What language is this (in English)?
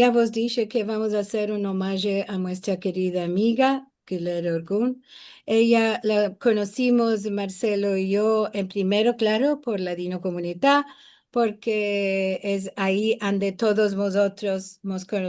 Ladino